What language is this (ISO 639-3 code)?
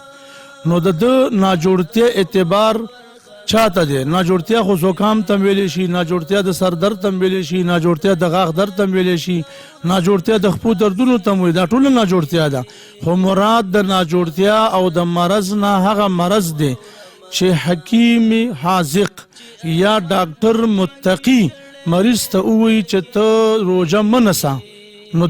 pus